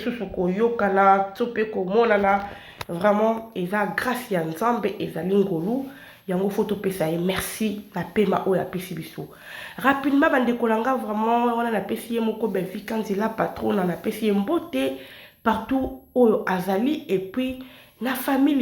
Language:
Lingala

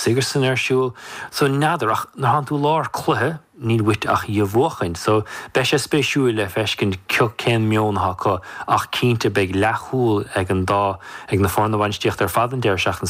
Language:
Irish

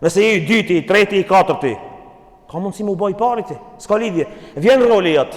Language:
Albanian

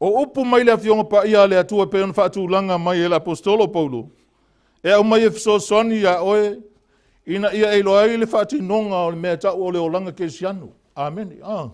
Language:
Samoan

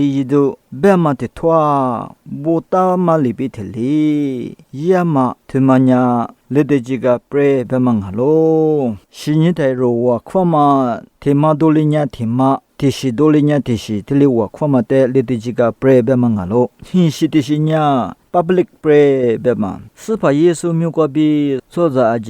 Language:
Lisu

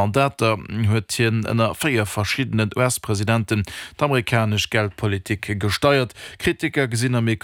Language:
Luxembourgish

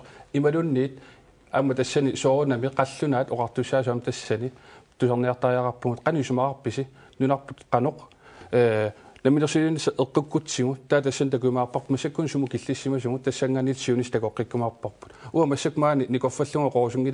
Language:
Kalaallisut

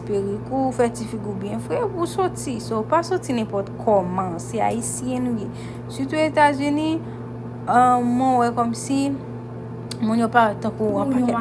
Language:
Haitian Creole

